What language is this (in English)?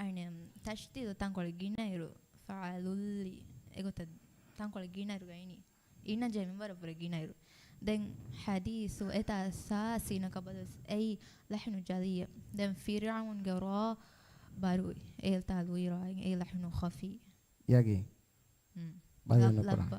Divehi